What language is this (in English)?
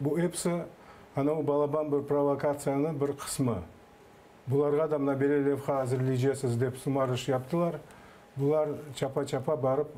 Crimean Tatar